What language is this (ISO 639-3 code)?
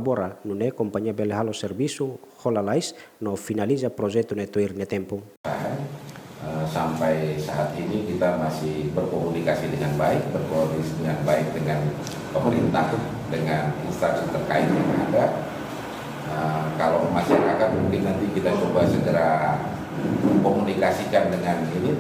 tet